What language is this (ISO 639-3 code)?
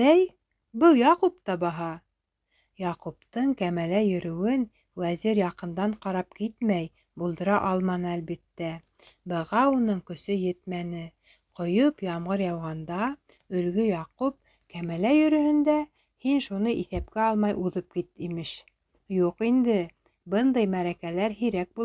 bak